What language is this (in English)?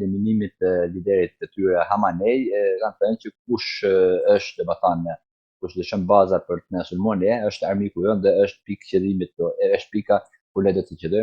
Albanian